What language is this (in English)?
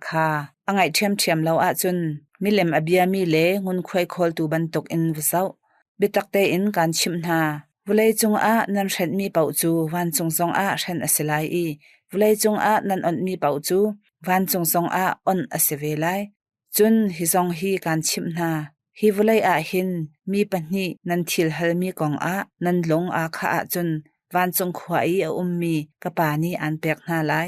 Hakha Chin